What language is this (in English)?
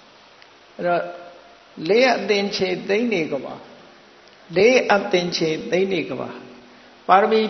Burmese